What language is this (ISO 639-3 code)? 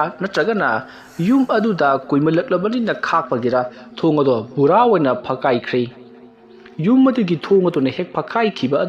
mni